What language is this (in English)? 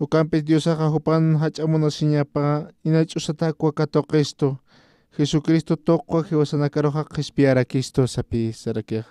Aymara